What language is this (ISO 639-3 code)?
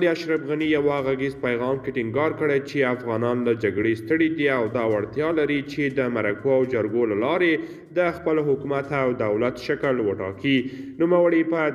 pus